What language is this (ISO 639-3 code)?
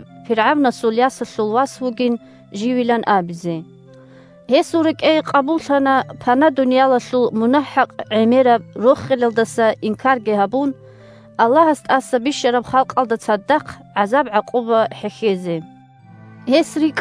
ava